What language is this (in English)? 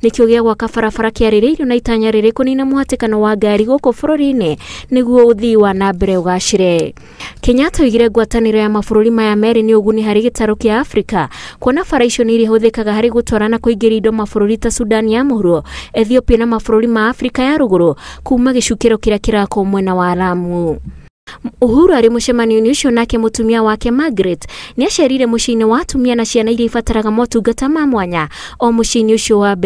Kikuyu